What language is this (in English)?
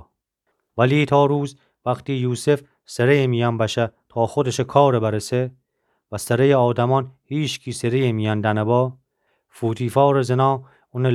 Gilaki